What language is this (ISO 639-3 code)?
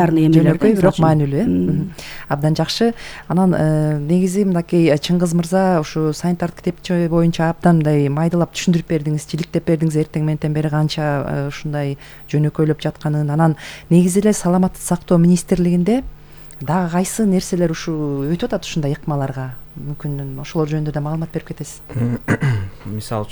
kir